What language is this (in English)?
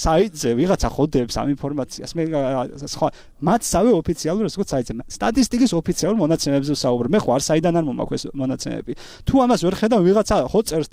Georgian